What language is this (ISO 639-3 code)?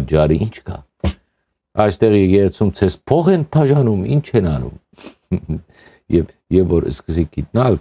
hyw